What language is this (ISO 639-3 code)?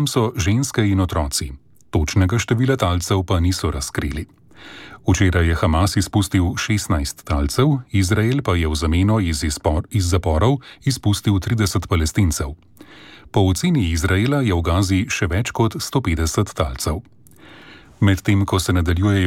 slv